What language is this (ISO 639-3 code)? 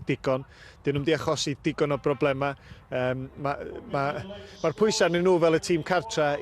cym